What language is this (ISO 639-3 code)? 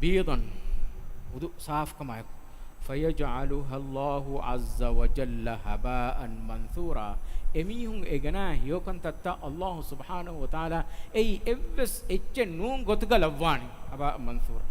div